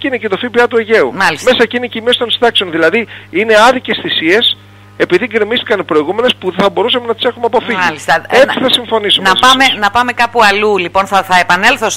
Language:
Greek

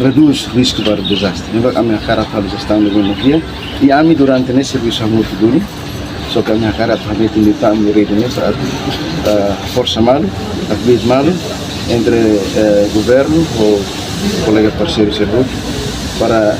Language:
Tetum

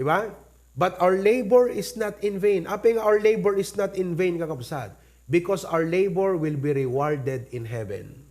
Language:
Iloko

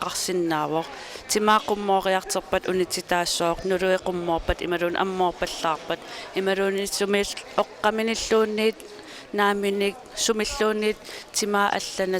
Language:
Kalaallisut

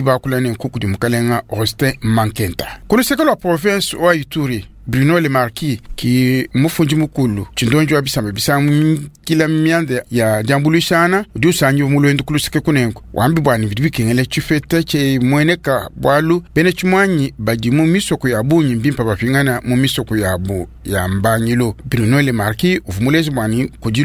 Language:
Luba-Lulua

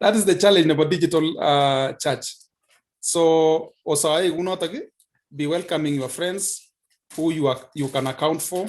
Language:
Kalenjin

